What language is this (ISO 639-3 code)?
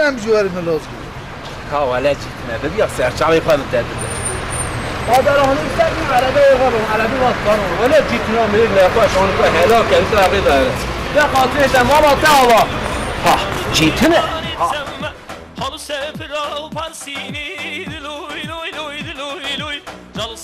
kur